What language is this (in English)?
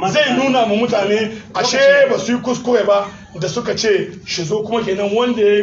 Hausa